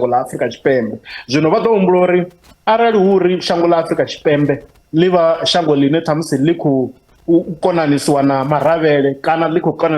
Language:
Venda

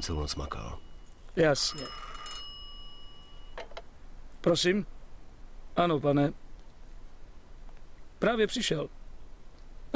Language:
Czech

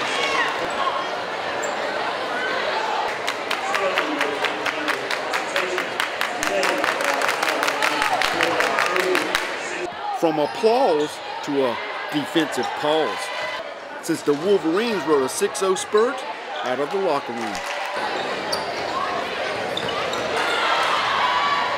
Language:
English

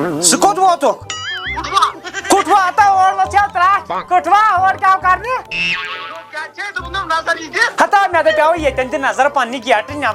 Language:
Kashmiri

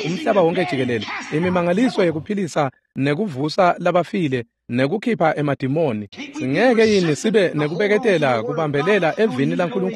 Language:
Swati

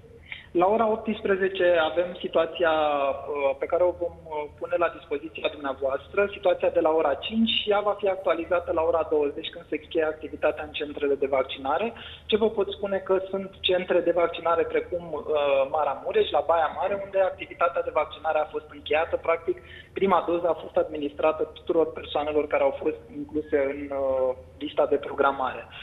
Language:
Romanian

